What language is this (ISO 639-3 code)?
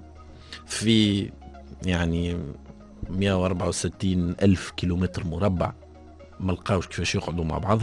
aeb